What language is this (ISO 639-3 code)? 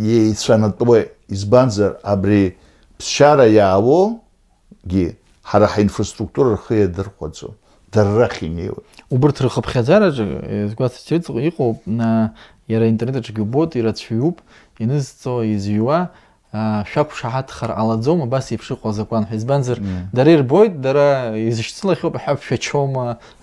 abk